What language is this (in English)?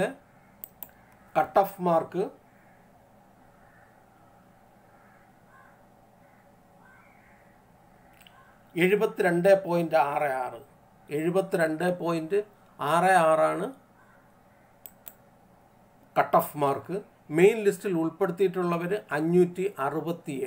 Malayalam